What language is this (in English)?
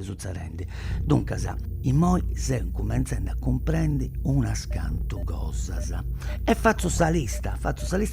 Sardinian